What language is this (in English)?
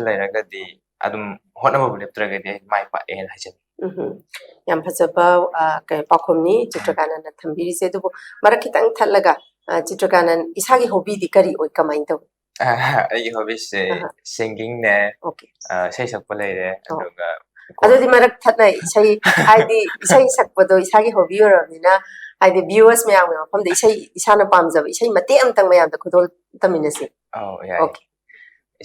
Manipuri